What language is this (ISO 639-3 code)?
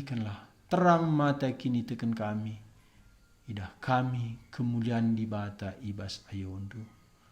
btx